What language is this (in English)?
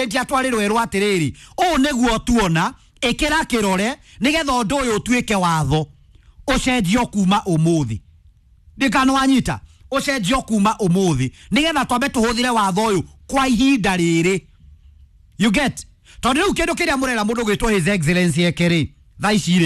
Kikuyu